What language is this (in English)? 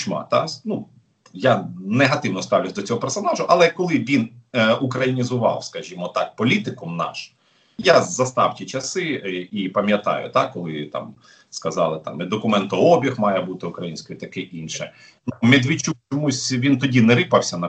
Ukrainian